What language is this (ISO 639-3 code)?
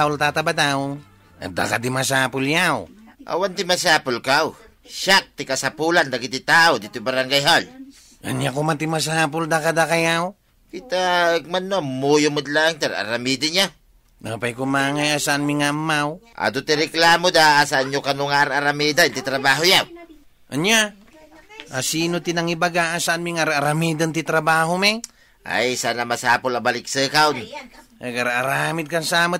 ilo